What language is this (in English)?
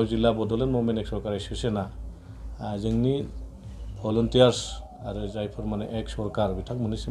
Bodo